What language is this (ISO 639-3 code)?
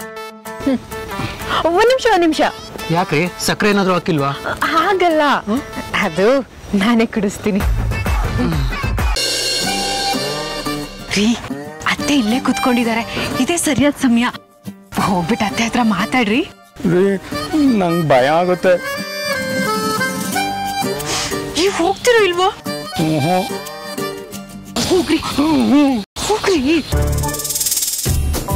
kan